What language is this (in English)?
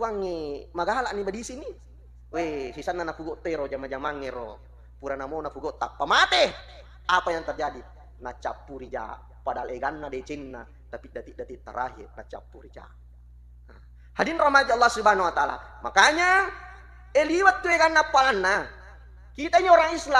Buginese